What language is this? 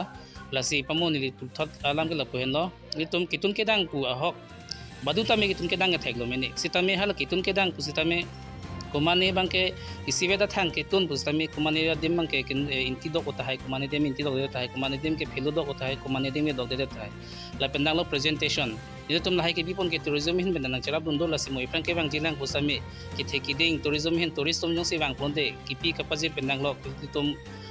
Karbi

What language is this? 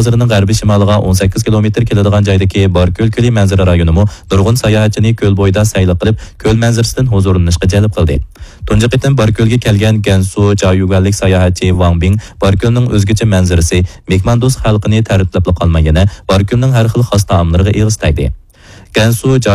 Uyghur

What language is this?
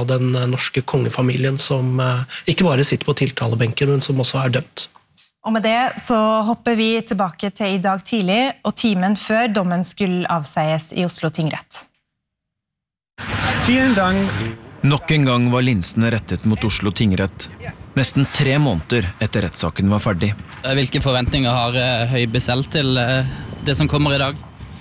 Norwegian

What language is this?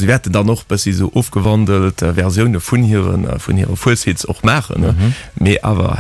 Luxembourgish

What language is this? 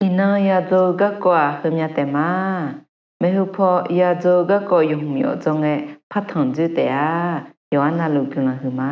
Akha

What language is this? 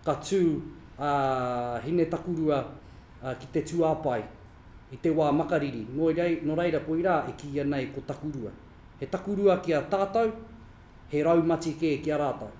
Māori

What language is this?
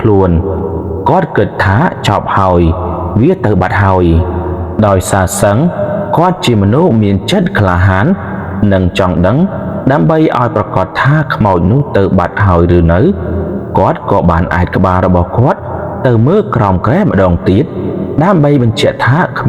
Khmer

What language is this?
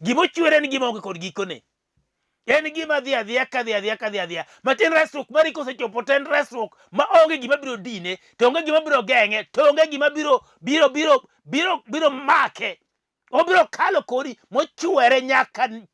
Luo (Kenya and Tanzania)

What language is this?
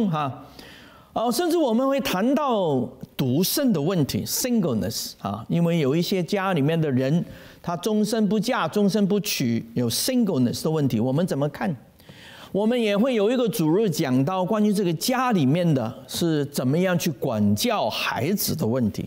Chinese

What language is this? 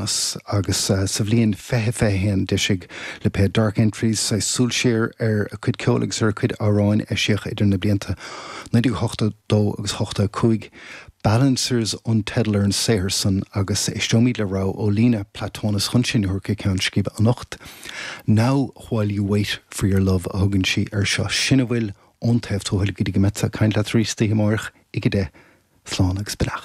Irish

